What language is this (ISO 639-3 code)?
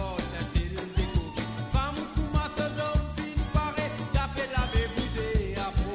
mfe